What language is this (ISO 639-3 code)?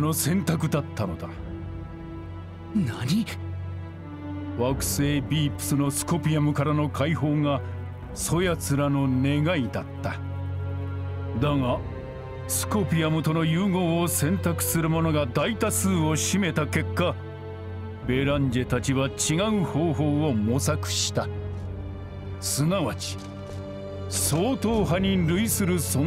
jpn